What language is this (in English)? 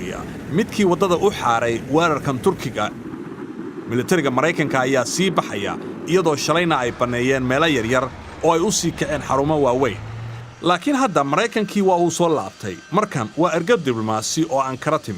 Somali